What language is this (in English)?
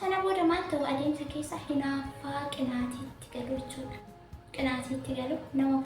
Oromo